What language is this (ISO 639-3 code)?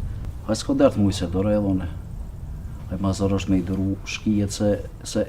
sqi